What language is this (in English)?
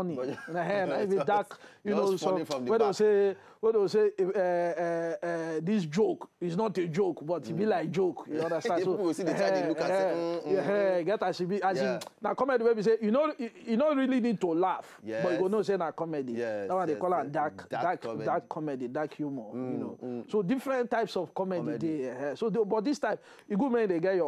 Nigerian Pidgin